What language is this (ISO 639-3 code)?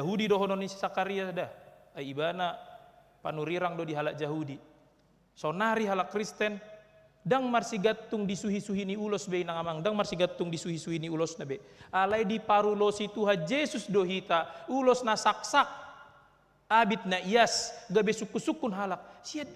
bbc